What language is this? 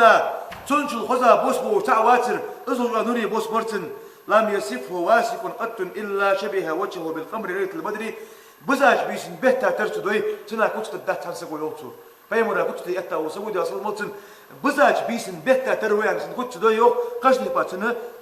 Ingush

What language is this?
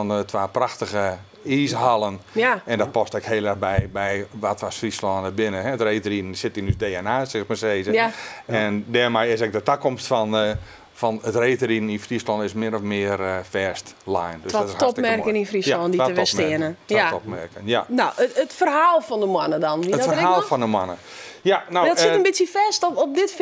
Western Frisian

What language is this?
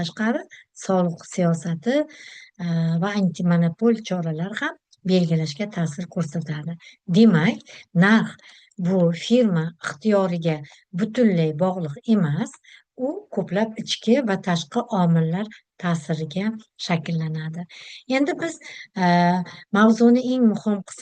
Uzbek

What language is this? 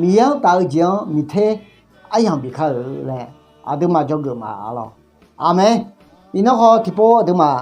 Akha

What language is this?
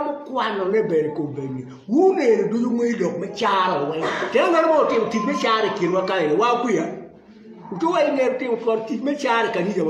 Acoli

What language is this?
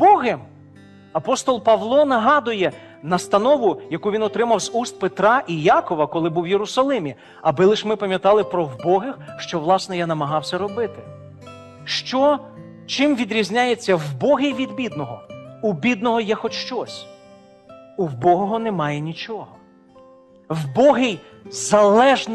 Ukrainian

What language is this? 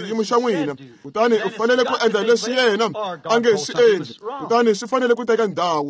Tsonga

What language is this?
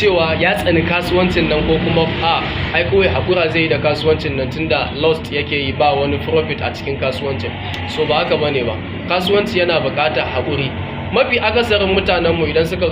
Hausa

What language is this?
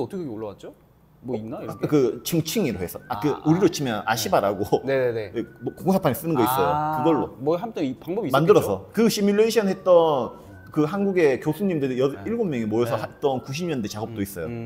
Korean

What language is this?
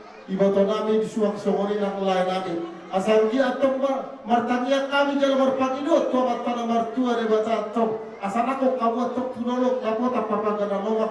Batak Toba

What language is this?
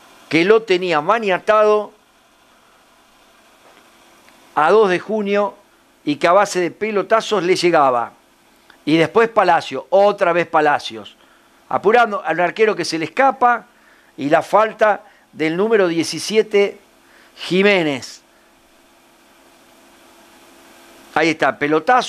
Spanish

